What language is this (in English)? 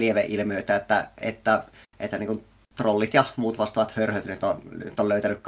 Finnish